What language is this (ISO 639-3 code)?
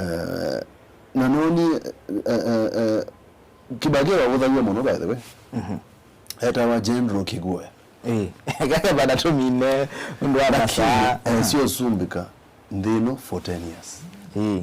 kam